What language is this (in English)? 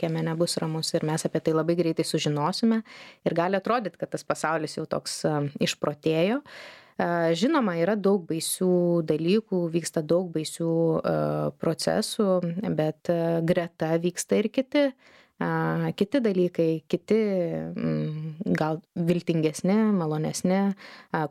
Lithuanian